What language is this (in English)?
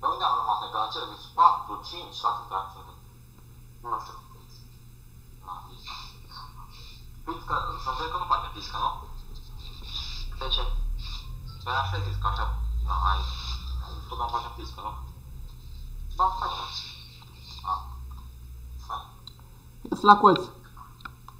Romanian